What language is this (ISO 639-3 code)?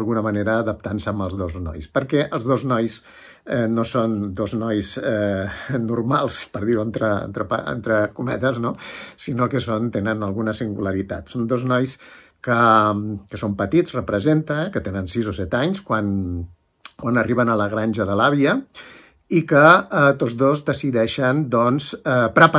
cat